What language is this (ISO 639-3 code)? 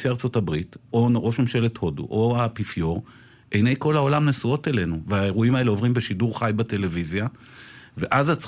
heb